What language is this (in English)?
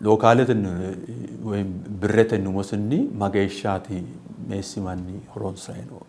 Sidamo